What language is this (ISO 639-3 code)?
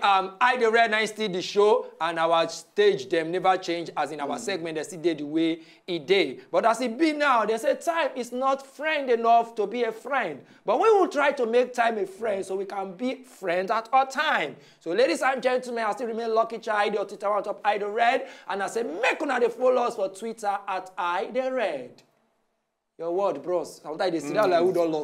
pcm